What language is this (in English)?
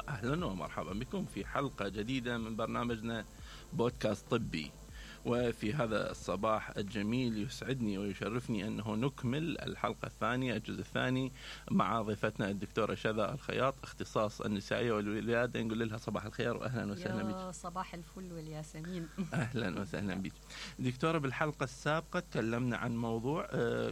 Mesopotamian Arabic